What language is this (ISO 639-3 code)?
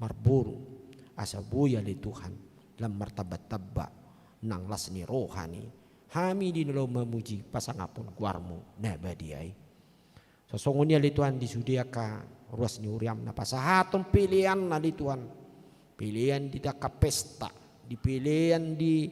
bbc